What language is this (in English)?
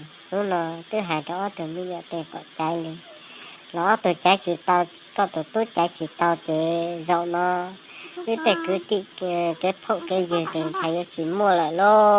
Hmong